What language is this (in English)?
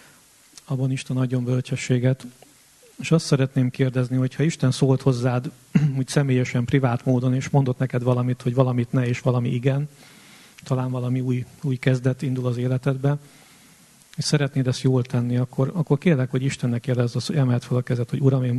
Hungarian